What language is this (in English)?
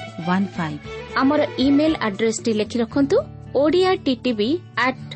Odia